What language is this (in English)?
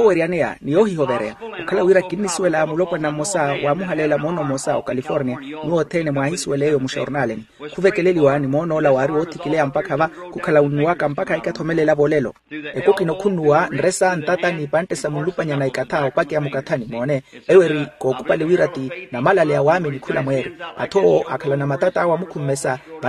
Makhuwa